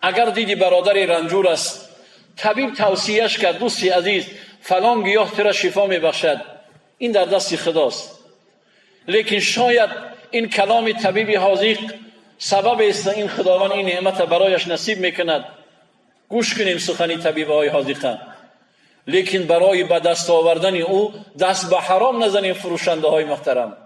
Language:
Tajik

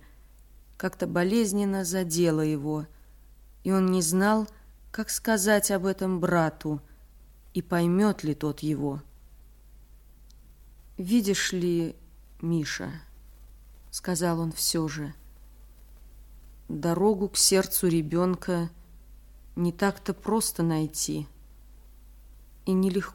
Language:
Russian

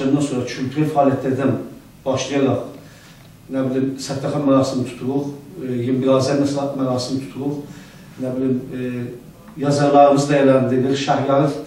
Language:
South Azerbaijani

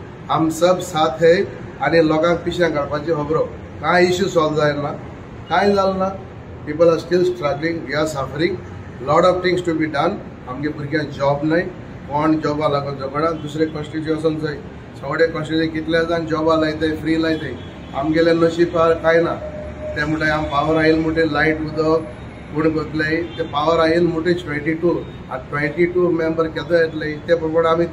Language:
Konkani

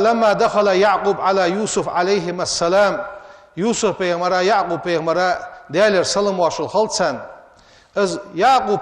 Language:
Ingush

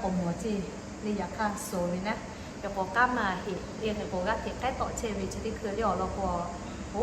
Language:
Lahu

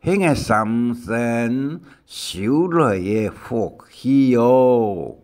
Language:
Hakka Chinese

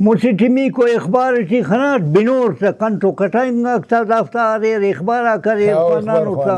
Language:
Brahui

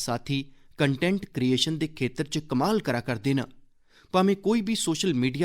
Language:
Dogri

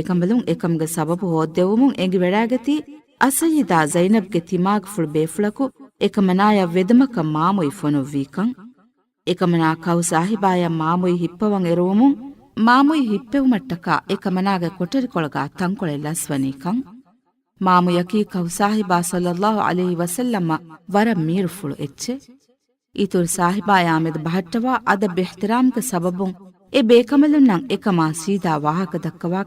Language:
Divehi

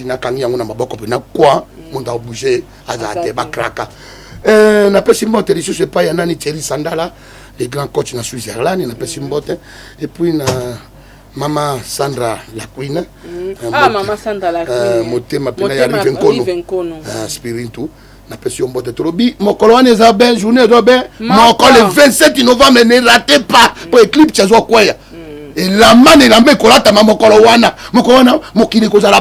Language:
Lingala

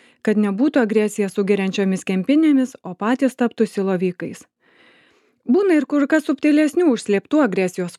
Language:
Lithuanian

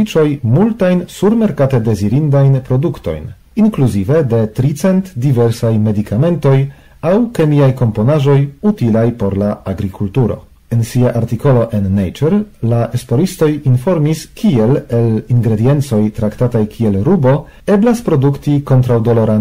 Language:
Esperanto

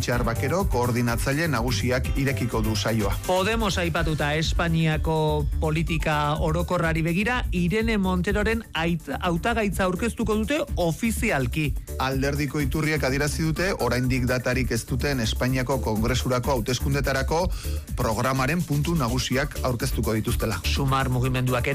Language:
Basque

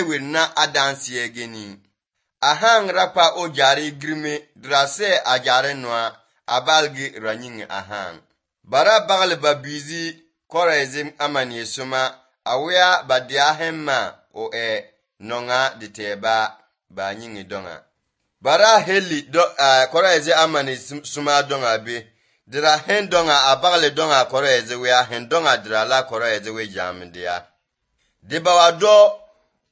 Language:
Basque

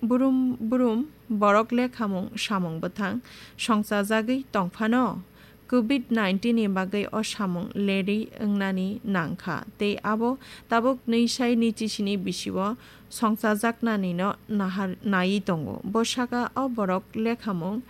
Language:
Kok Borok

